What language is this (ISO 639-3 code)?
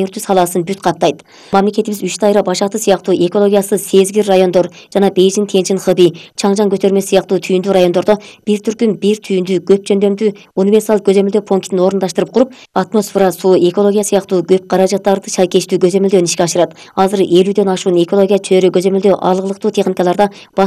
kir